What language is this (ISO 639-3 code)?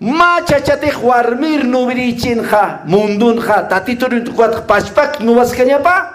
aym